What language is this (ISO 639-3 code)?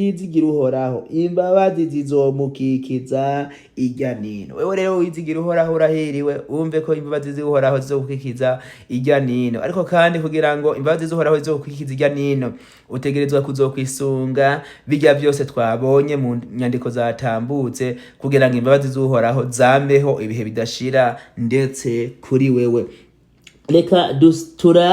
run